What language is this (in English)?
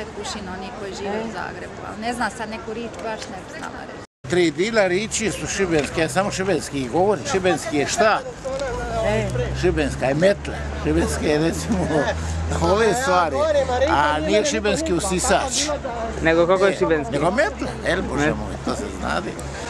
Croatian